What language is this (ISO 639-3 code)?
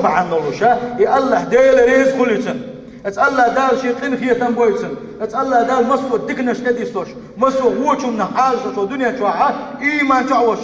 che